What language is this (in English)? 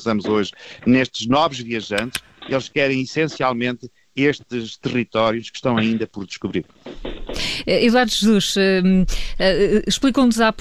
Portuguese